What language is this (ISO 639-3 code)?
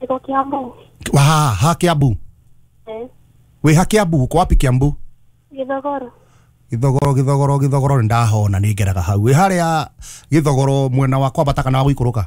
kik